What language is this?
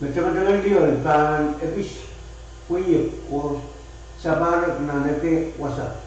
Pohnpeian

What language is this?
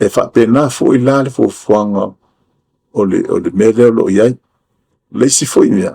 Samoan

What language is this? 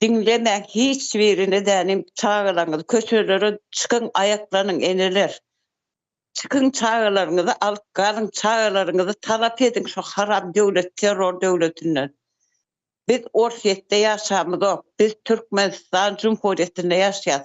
Turkmen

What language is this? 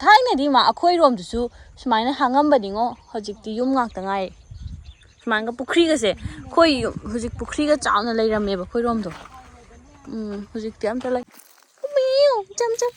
Manipuri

